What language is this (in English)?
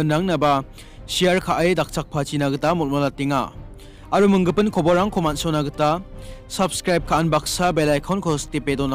Garo